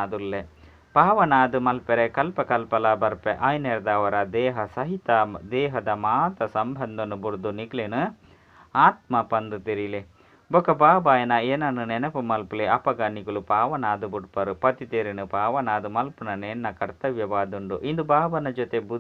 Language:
Tulu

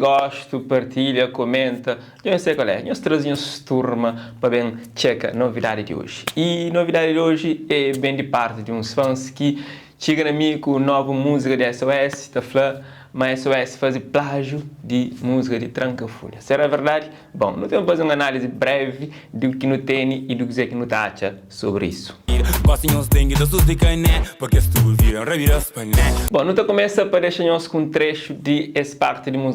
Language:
Kabuverdianu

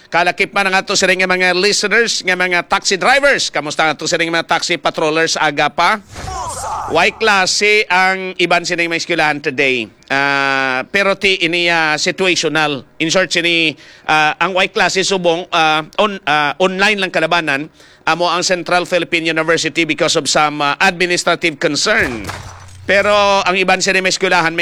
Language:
Hiligaynon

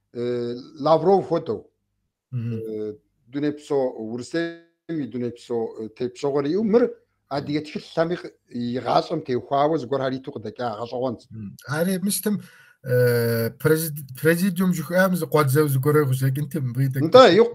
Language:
Kabardian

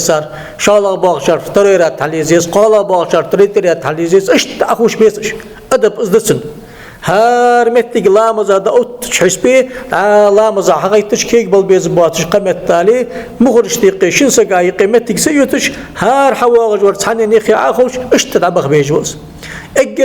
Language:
Ingush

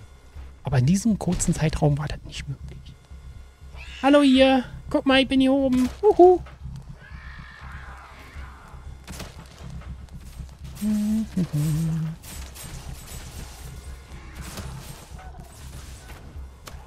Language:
German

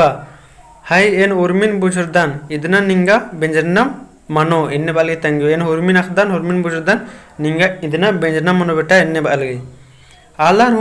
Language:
Kurukh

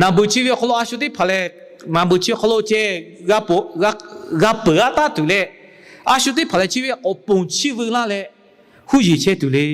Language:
Lahu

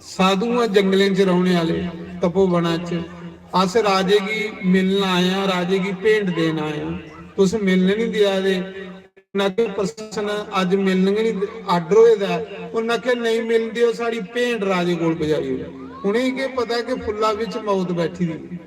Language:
Dogri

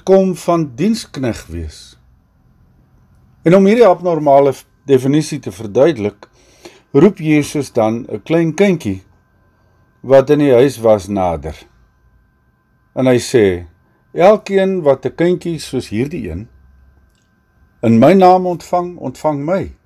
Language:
Afrikaans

